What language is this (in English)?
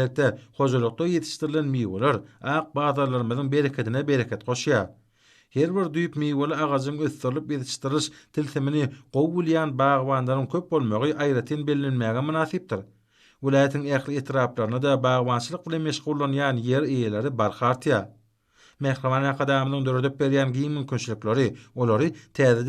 Turkmen